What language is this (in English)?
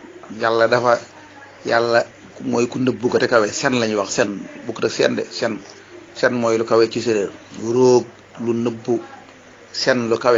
Wolof